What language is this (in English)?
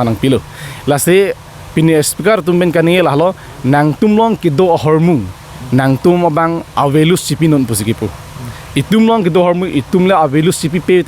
Karbi